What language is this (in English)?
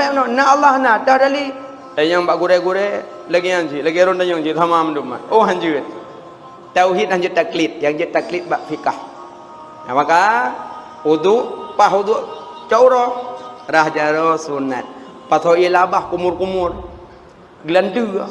Achinese